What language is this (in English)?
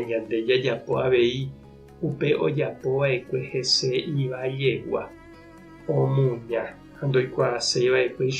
Guarani